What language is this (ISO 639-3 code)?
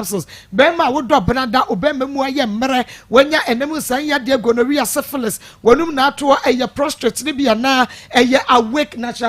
aka